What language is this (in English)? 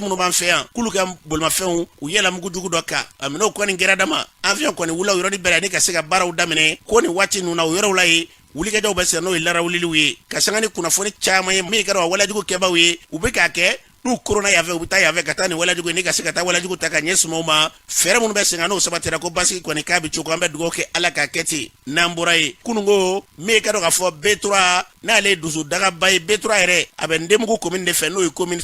Bambara